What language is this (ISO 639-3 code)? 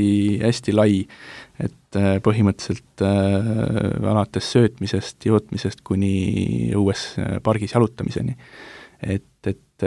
est